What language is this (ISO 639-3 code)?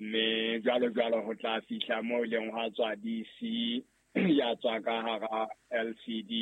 sot